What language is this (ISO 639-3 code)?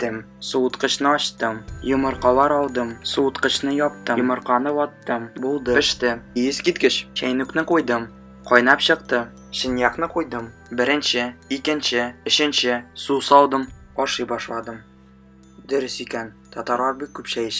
tat